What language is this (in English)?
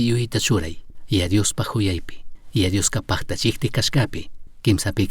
Chimborazo Highland Quichua